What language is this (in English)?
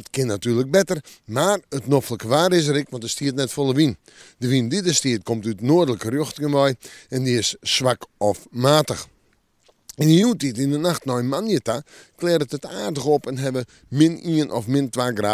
Western Frisian